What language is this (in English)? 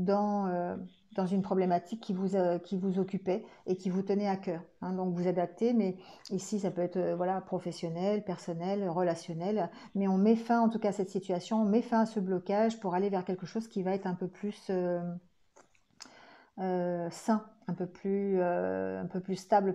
French